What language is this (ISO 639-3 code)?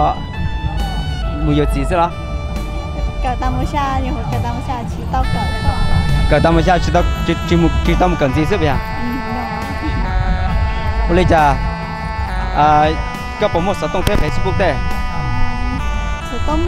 vie